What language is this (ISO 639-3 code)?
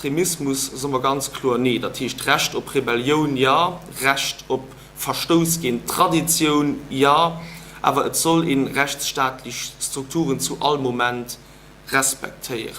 ltz